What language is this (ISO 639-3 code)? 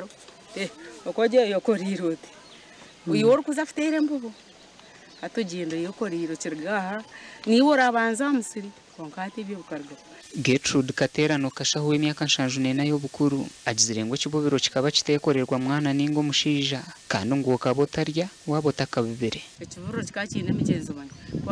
nyn